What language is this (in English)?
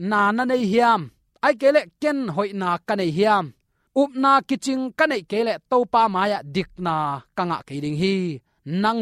Tedim Chin